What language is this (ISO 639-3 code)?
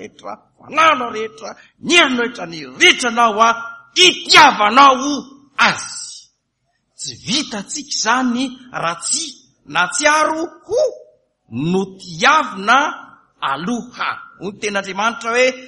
mlg